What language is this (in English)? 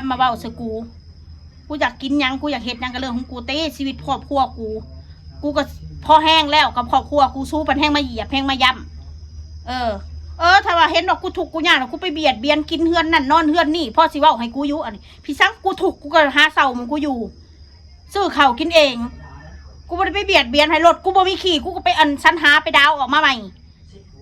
Northeastern Thai